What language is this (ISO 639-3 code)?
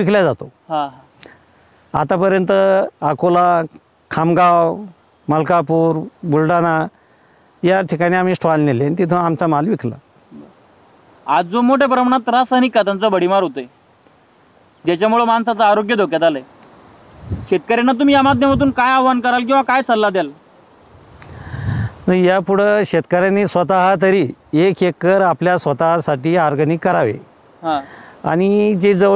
mar